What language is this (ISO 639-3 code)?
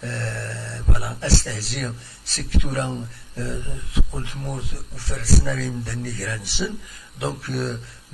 kab